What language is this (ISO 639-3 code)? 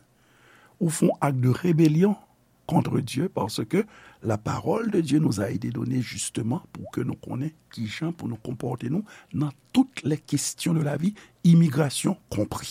hat